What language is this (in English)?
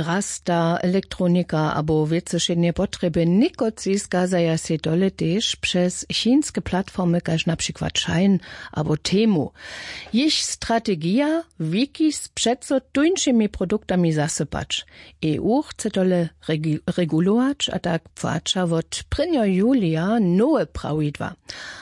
Upper Sorbian